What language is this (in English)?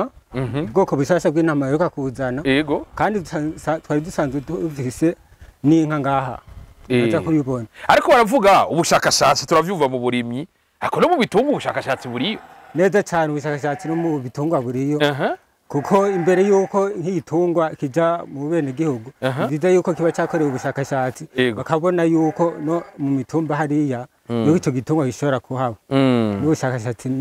Rundi